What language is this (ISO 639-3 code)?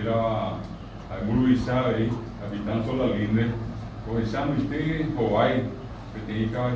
grn